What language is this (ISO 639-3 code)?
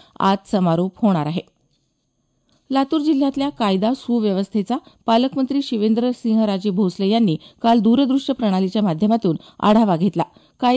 mar